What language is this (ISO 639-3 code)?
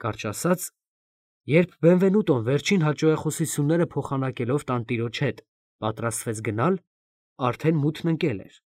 hye